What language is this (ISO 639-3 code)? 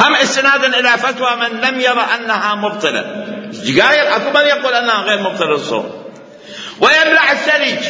acm